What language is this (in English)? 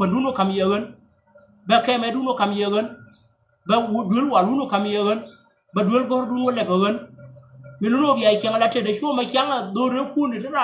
Nuer